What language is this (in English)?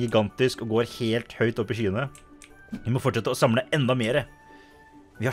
Norwegian